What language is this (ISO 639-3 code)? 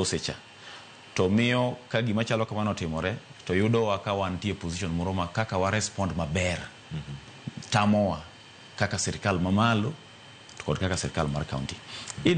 luo